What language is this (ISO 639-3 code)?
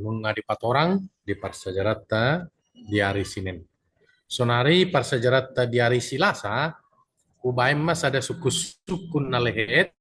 bbc